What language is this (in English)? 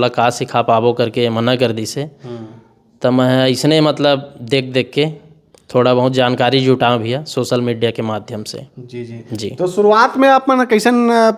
Chhattisgarhi